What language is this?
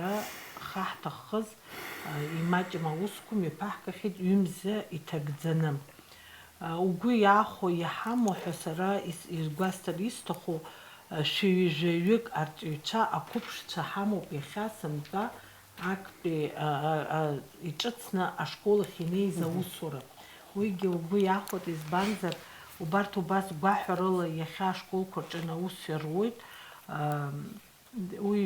Abkhazian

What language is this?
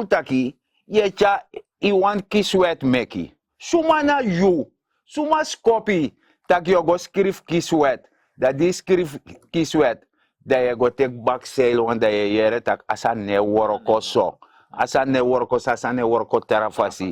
Sranan Tongo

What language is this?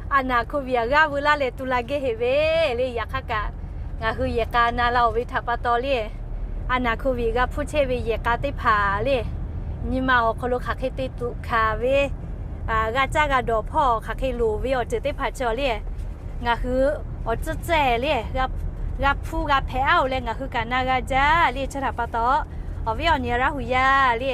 Lahu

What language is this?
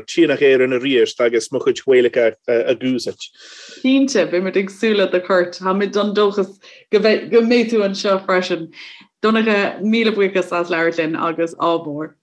Irish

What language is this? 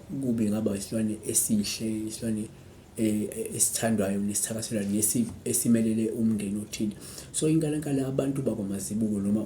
Zulu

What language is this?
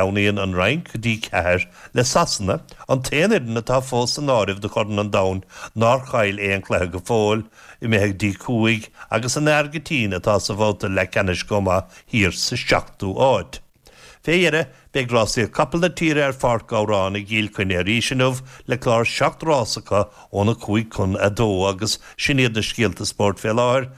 Irish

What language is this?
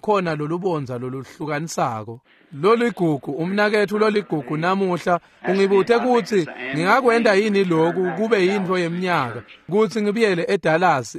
Swati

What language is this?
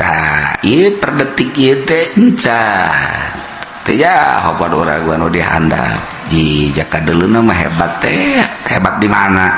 Sundanese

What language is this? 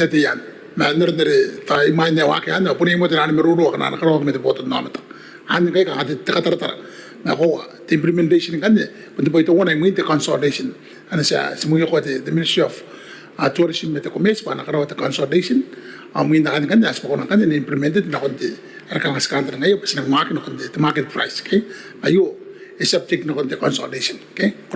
Gilbertese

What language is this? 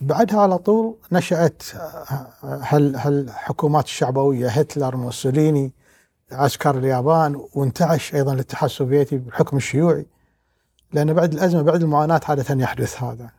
Gulf Arabic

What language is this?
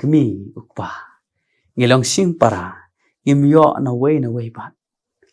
Khasi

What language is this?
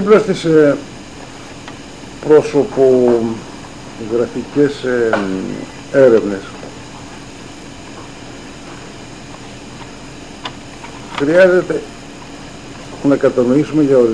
Greek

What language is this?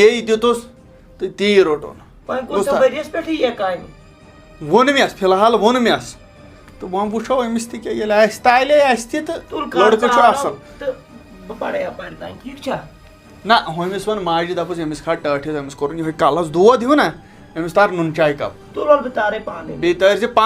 Kashmiri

